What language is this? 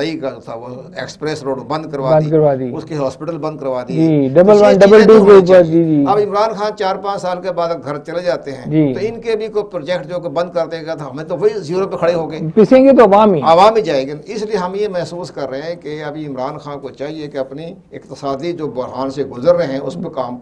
Urdu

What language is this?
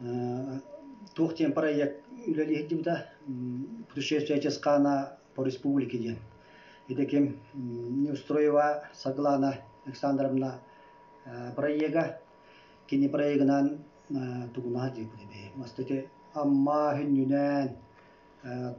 Yakut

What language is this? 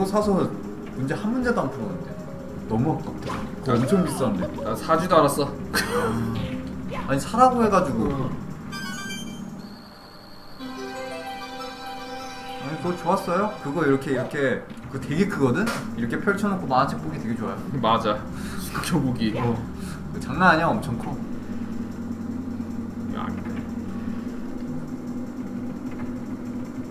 Korean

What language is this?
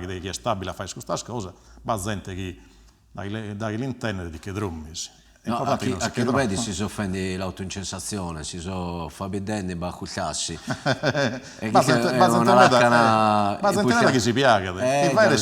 Sardinian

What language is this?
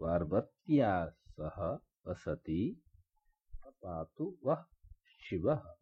Sanskrit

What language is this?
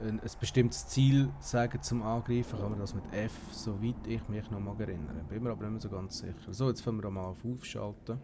Swiss German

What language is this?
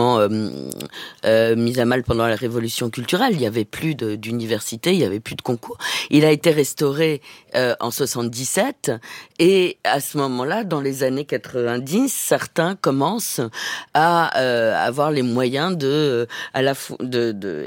French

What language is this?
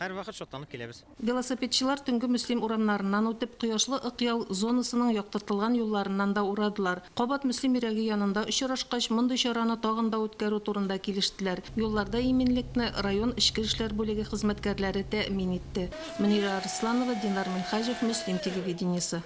Tatar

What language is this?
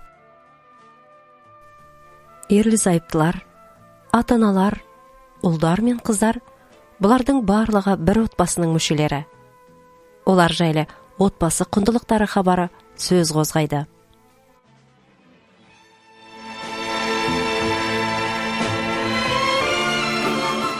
Kazakh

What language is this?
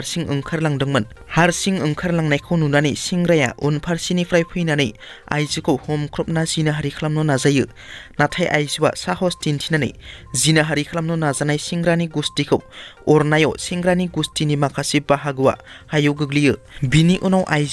Bodo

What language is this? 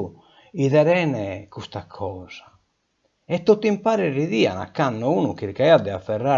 Sardinian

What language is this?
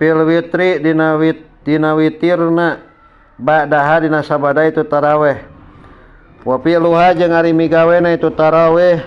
Sundanese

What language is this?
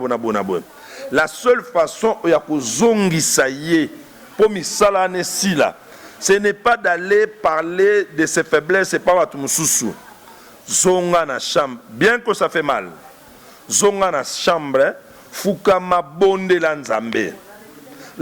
Lingala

